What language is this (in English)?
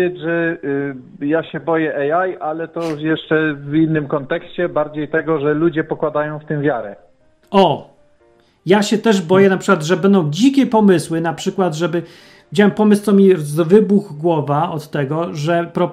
Polish